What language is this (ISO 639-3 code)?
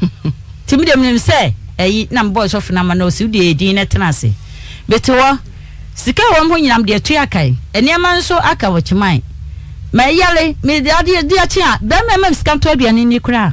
aka